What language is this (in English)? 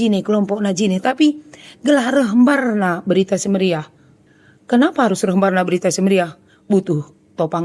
Batak Karo